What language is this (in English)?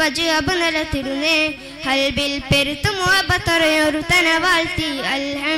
Malayalam